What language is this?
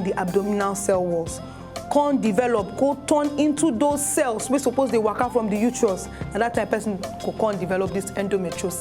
Nigerian Pidgin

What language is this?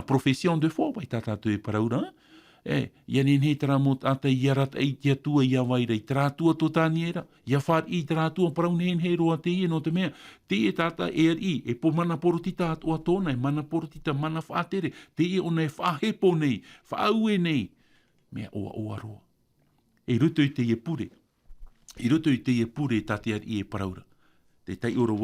Tahitian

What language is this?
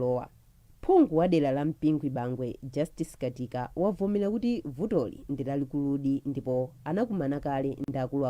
Nyanja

